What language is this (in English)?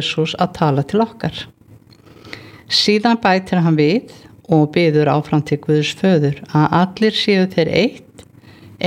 Icelandic